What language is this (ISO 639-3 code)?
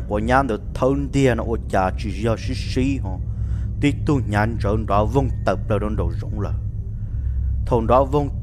vie